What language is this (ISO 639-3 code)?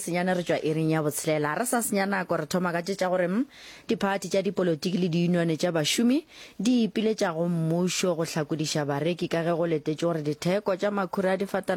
nso